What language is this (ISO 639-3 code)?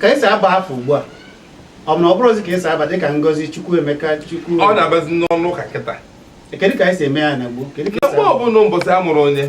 ibo